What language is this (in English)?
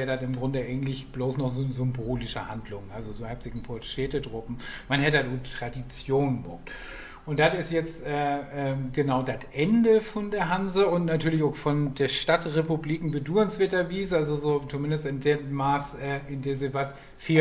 Low German